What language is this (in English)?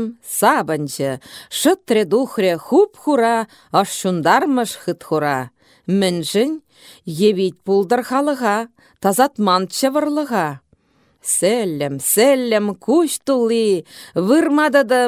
Chuvash